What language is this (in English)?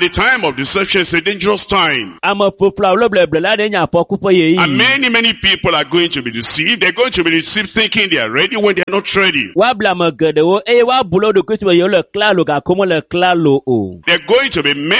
Ewe